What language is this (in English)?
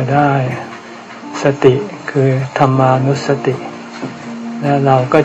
Thai